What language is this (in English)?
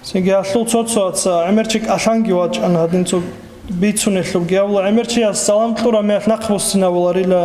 Avaric